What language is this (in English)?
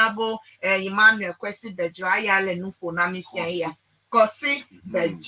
Ewe